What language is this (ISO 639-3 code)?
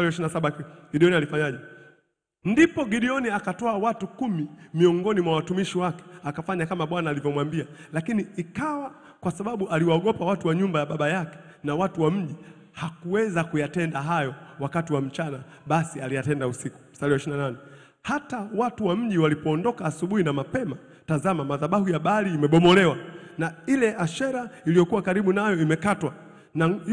swa